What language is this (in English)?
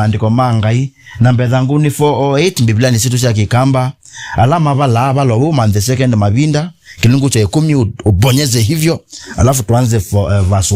Kamba